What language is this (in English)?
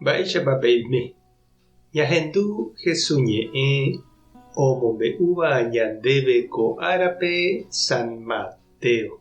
Guarani